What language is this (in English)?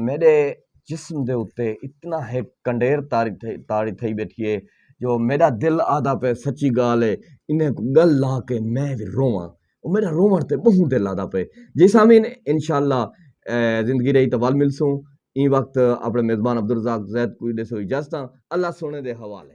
Saraiki